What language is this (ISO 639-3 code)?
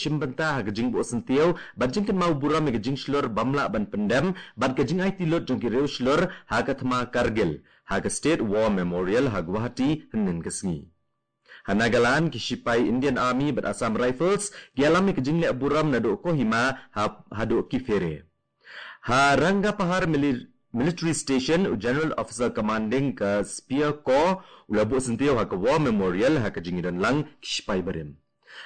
kha